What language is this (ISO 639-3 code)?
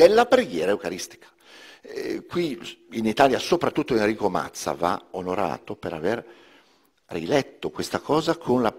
ita